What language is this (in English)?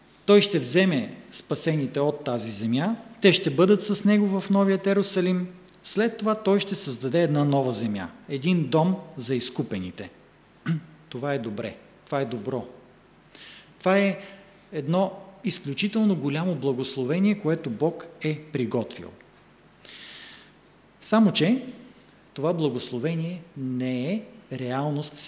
Bulgarian